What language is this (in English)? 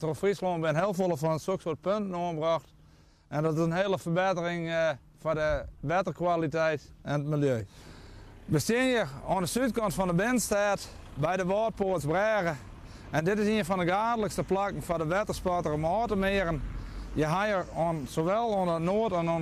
Western Frisian